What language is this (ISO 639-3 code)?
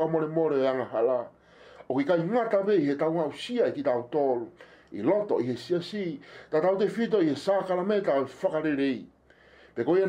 ton